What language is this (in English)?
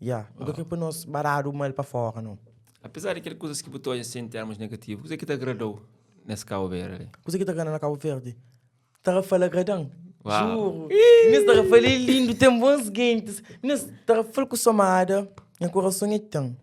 Kabuverdianu